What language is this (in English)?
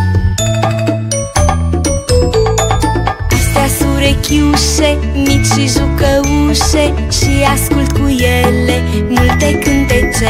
Romanian